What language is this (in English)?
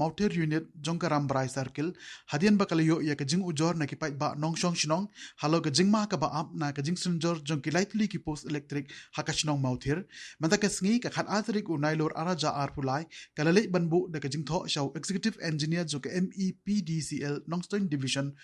Khasi